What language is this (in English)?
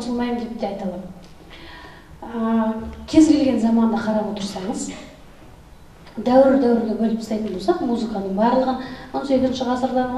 Kazakh